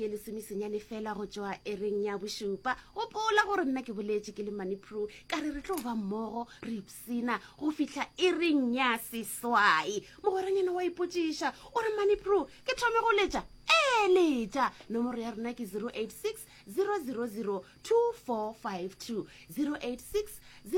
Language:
Northern Sotho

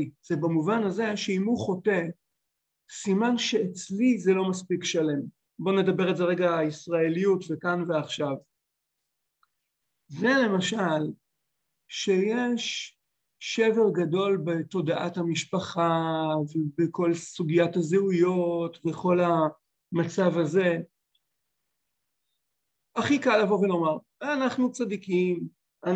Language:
Hebrew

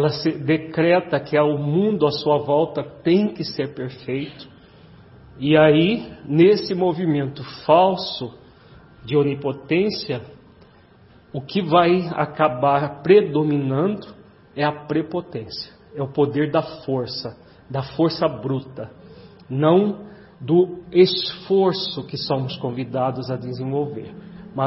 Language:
Portuguese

